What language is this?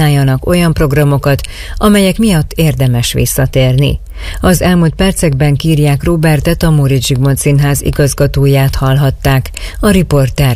Hungarian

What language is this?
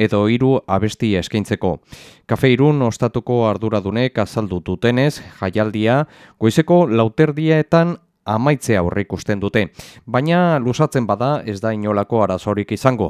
Basque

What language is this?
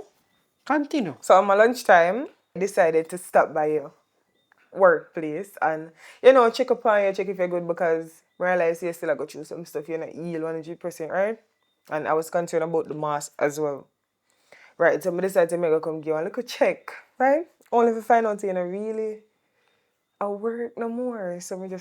Jamaican Creole English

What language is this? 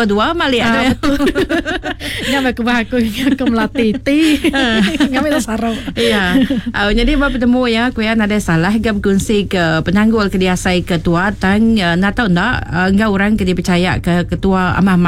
Malay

